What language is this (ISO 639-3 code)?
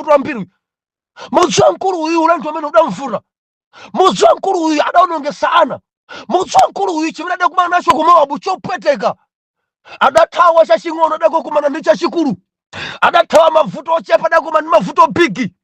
nya